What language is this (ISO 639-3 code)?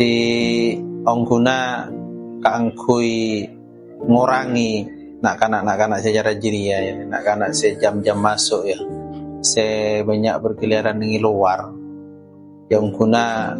mad